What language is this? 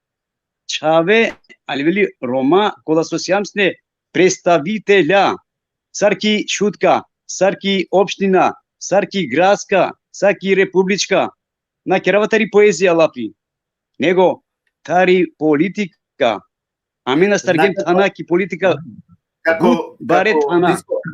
Balkan Romani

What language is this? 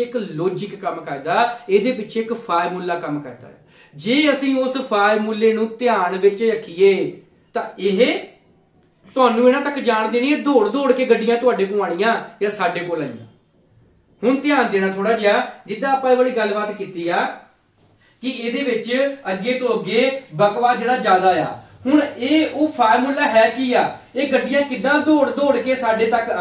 Punjabi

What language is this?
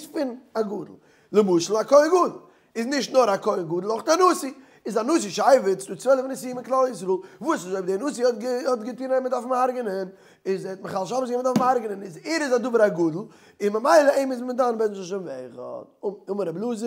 Yiddish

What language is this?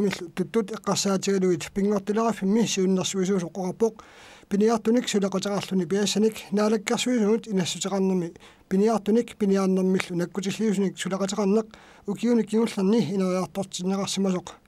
Kalaallisut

